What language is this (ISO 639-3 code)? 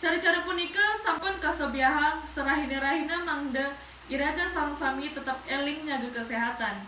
ban